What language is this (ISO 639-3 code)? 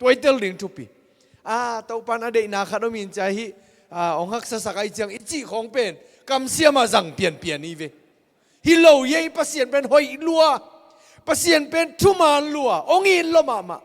ctd